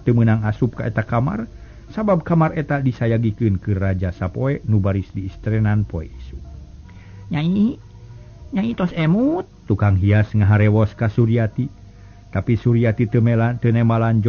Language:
Sundanese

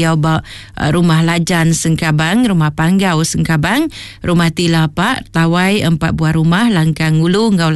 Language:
Iban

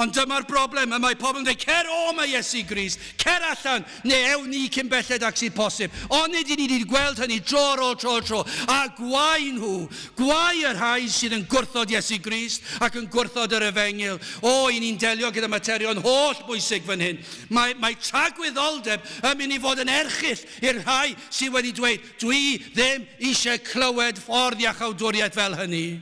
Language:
Welsh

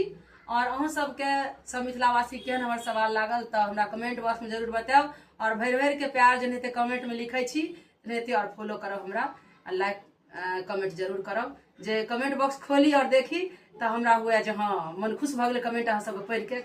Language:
Maithili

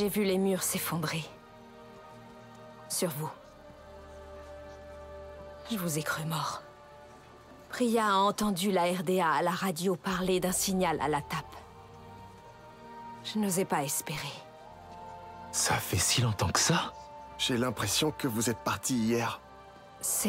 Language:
French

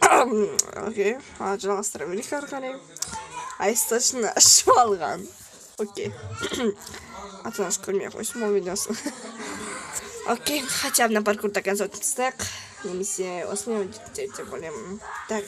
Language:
Kazakh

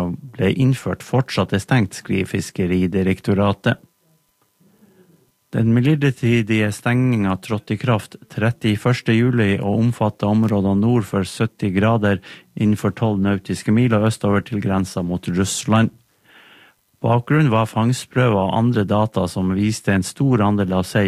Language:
Norwegian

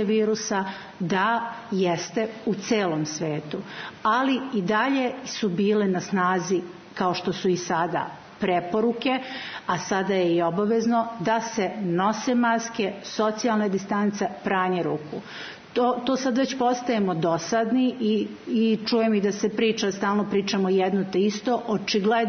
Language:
Serbian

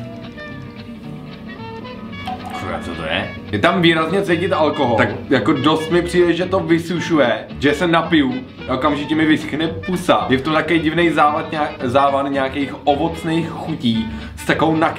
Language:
Czech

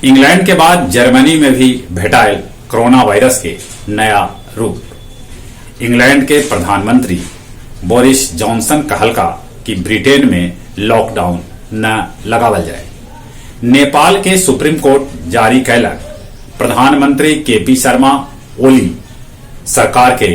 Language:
Magahi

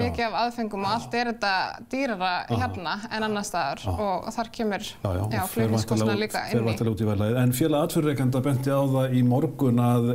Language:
Icelandic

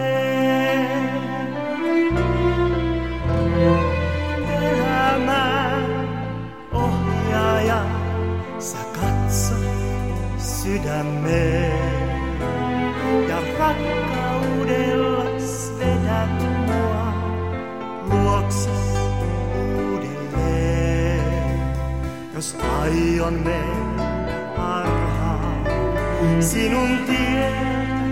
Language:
Finnish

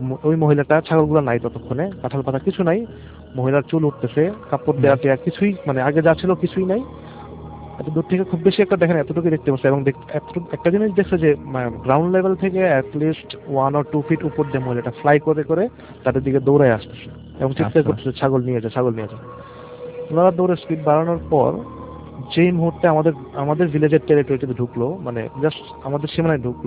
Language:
Bangla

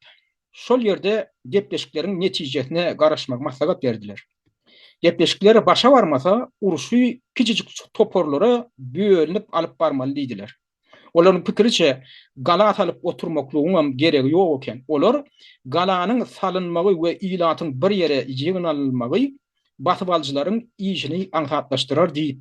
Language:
Turkmen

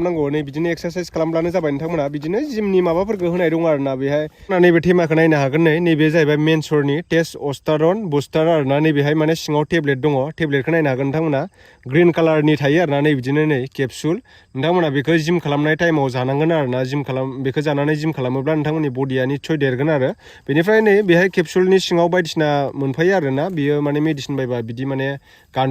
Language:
Bodo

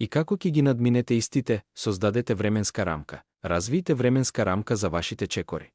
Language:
Macedonian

